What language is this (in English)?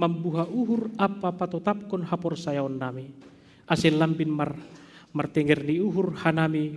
Batak Simalungun